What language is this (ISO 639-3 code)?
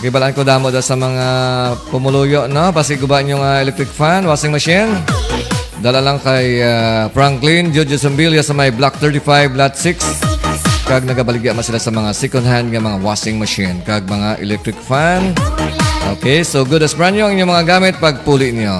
hil